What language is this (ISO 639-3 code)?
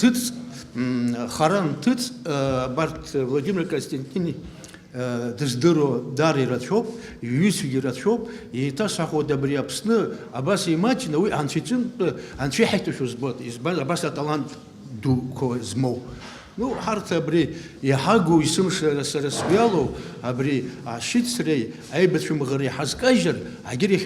abk